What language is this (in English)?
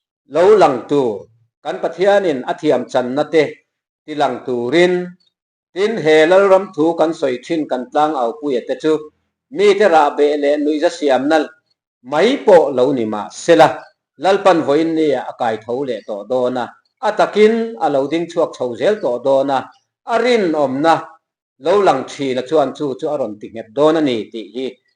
Mizo